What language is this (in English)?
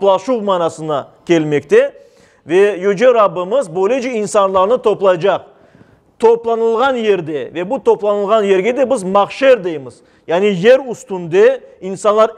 Crimean Tatar